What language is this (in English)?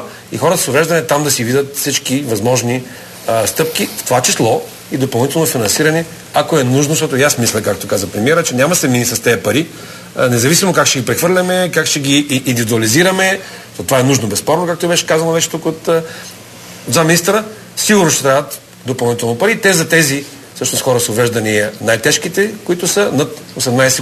Bulgarian